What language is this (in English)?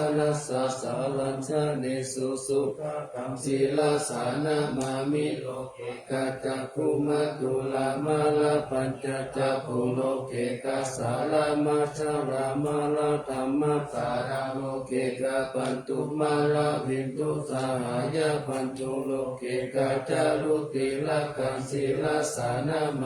Pali